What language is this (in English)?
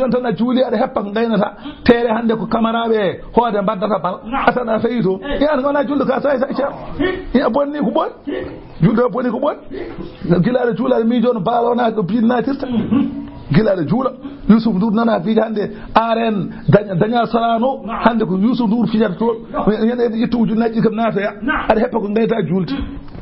Fula